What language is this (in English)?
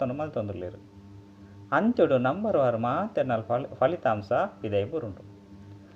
Tulu